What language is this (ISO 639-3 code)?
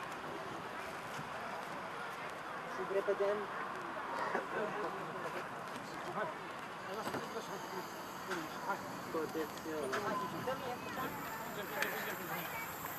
ron